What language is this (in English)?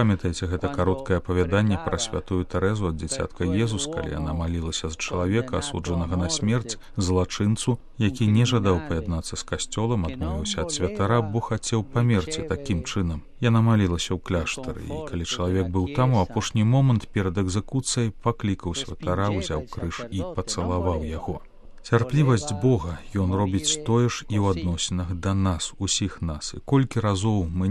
Belarusian